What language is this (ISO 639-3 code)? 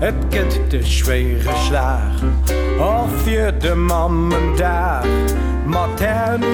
ltz